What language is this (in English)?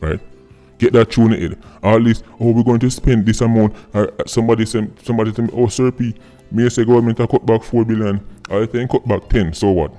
Jamaican Creole English